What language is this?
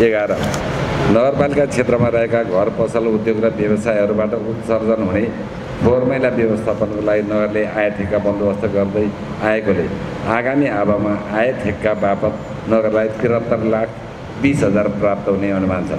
Nepali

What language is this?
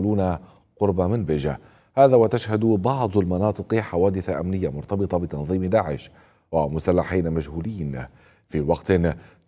Arabic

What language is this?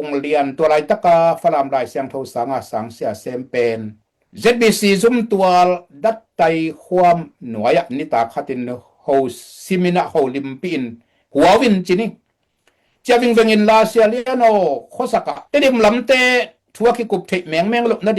Tedim Chin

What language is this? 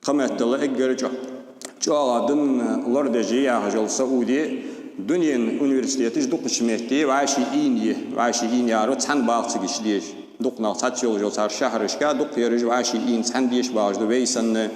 Ingush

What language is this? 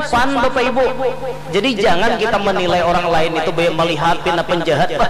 Banjar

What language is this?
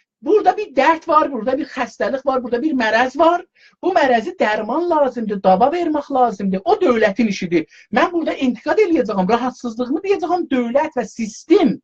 South Azerbaijani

